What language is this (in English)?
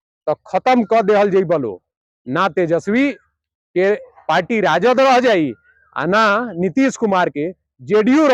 Bhojpuri